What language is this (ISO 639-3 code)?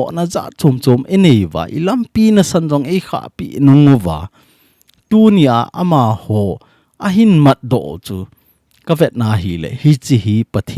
tcz